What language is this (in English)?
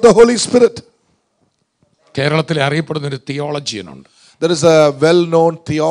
Malayalam